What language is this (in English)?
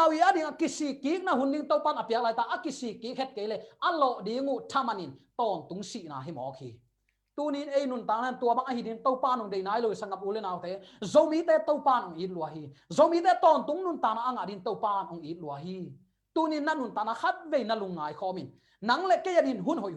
Tedim Chin